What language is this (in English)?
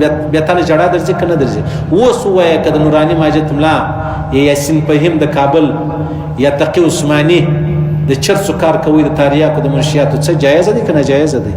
Pashto